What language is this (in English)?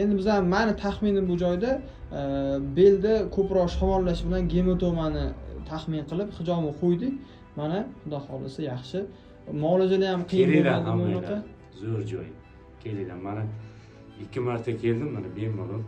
Uzbek